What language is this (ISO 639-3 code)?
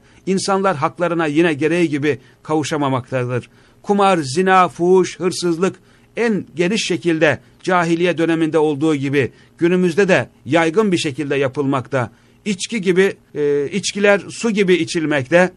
tur